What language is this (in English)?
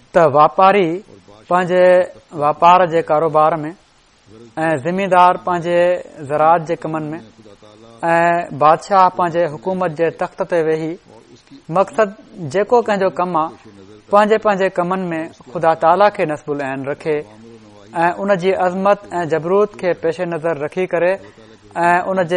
Sindhi